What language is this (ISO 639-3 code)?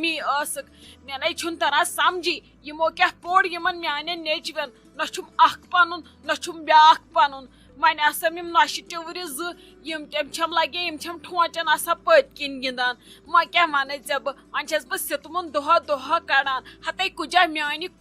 kas